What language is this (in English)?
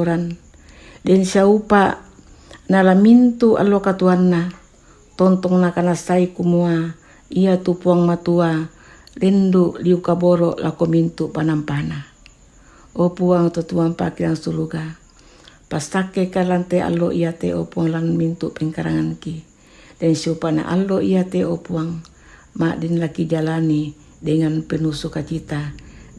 Toraja-Sa'dan